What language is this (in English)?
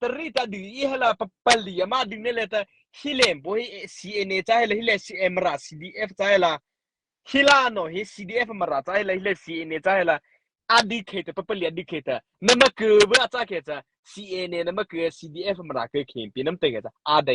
Mara Chin